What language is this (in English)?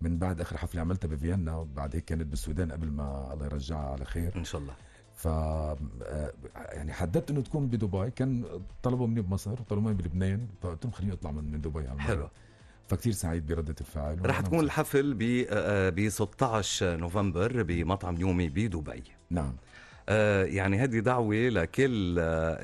North Levantine Arabic